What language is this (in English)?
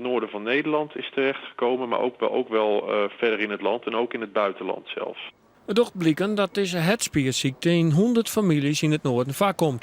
Western Frisian